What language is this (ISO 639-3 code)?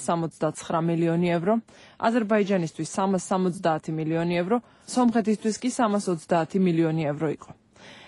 kat